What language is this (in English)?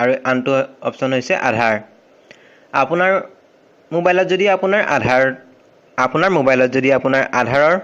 Assamese